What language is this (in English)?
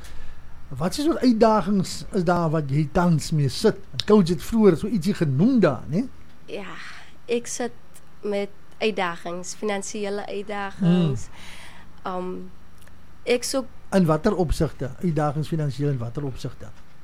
Afrikaans